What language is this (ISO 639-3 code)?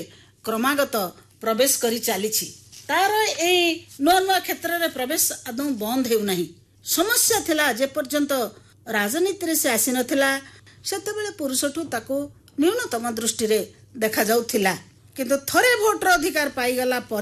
ori